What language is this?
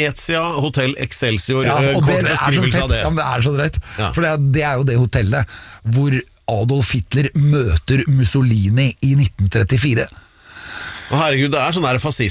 Norwegian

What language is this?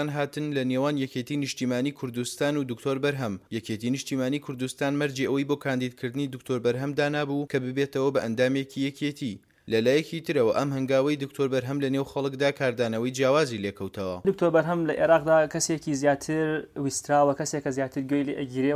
Central Kurdish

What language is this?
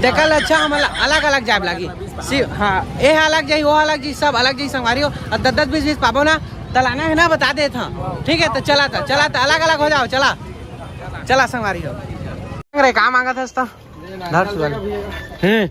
Chhattisgarhi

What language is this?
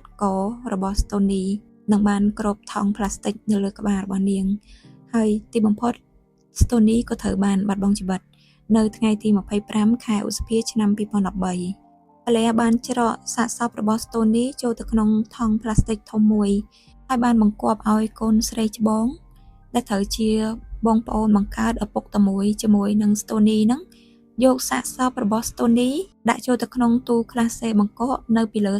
Khmer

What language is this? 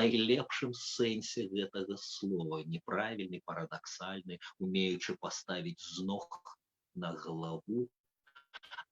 Belarusian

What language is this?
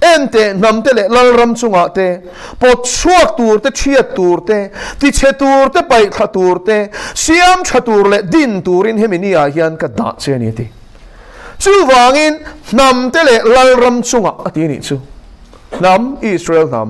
Mizo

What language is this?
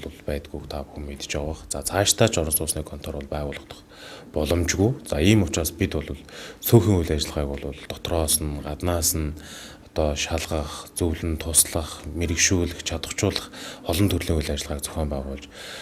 Mongolian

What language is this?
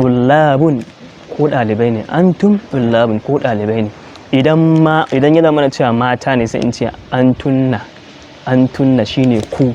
Hausa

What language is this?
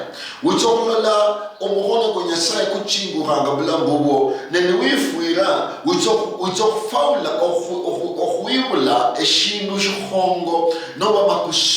Luyia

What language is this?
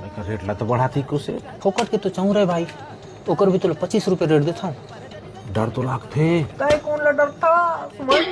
Chhattisgarhi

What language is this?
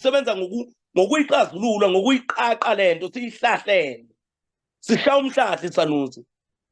Zulu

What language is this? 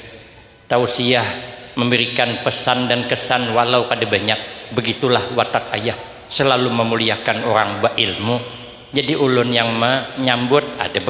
Banjar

